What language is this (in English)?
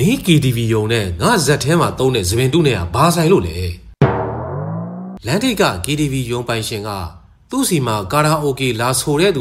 Burmese